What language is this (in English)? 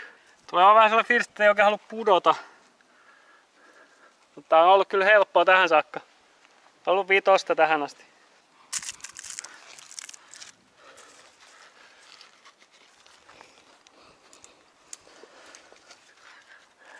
Finnish